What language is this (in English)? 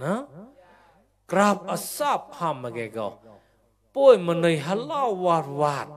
Mon